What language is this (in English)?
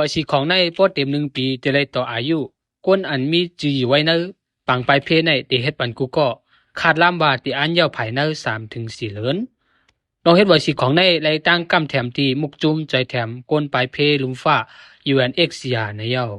Shan